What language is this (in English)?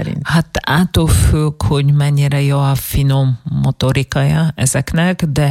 Hungarian